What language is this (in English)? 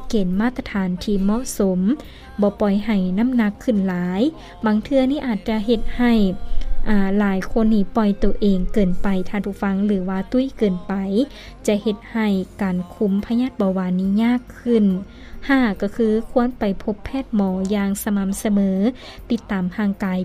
Lao